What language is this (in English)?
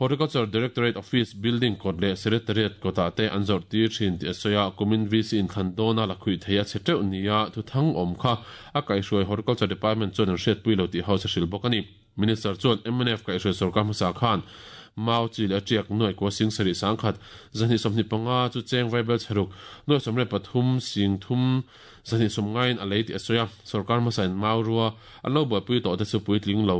Mizo